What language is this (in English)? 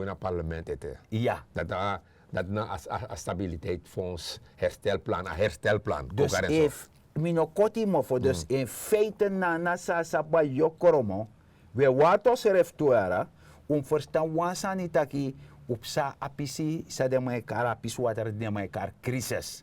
Sranan Tongo